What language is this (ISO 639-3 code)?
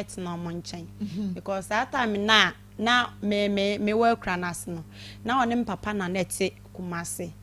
aka